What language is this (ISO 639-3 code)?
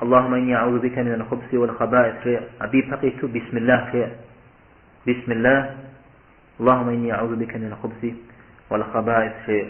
kbd